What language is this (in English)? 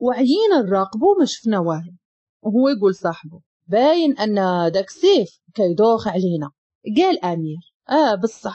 Moroccan Arabic